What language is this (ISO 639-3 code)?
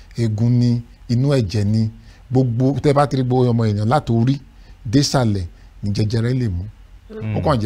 yor